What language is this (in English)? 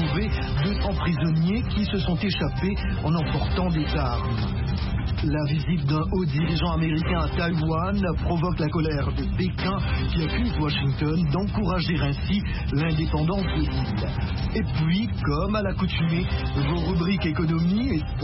French